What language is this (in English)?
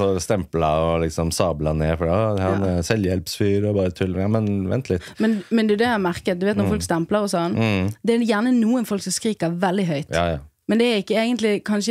Norwegian